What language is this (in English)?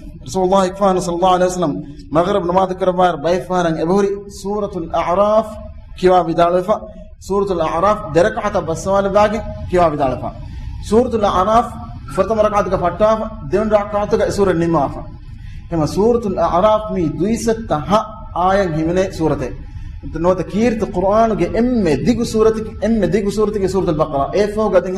Divehi